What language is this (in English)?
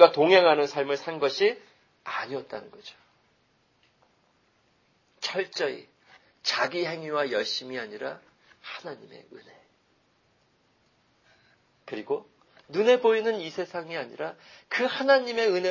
Korean